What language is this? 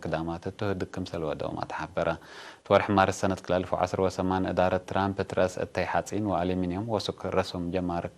Tigre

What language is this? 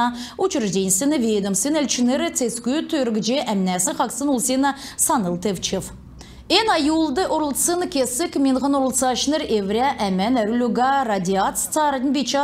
Kalmyk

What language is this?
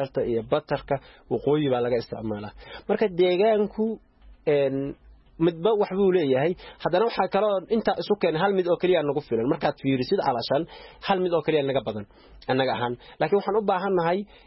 Somali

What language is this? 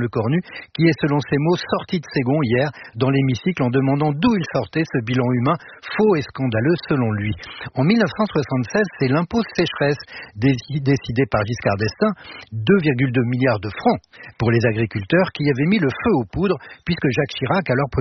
French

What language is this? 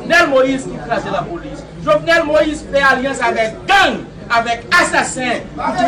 Haitian Creole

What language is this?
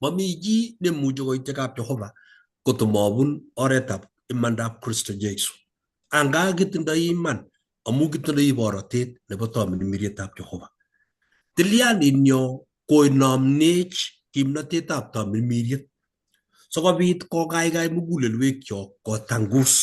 Kalenjin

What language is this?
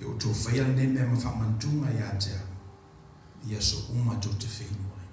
Samoan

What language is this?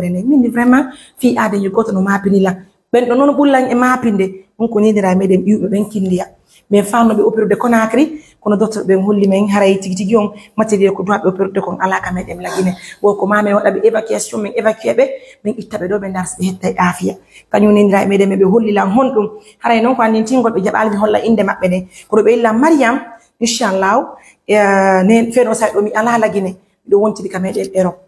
Fula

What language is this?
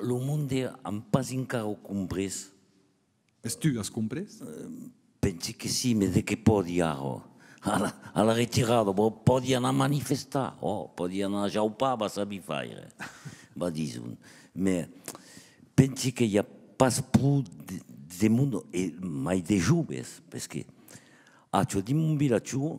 Occitan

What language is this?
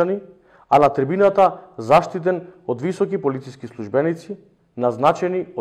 Macedonian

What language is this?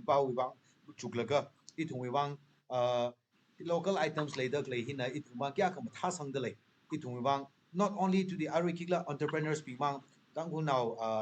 Tangkhul Naga (India)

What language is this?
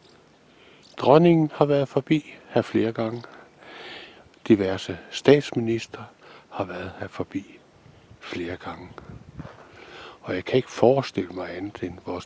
Danish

